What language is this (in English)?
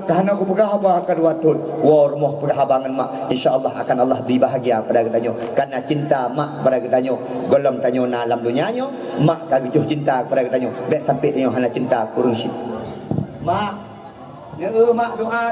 Achinese